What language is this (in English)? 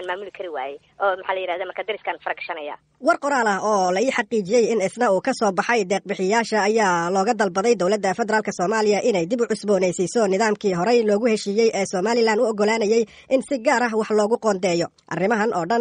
Somali